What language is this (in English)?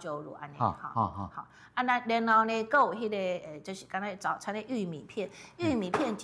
Min Nan Chinese